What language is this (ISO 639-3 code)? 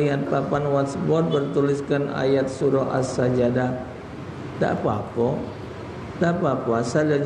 mui